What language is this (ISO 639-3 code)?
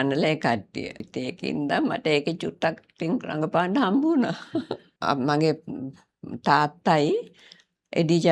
sin